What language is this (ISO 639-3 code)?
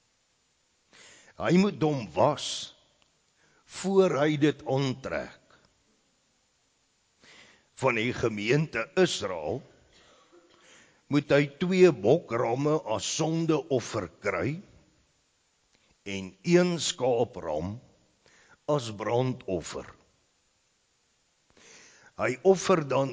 afr